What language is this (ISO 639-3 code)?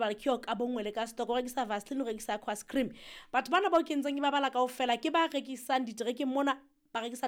sot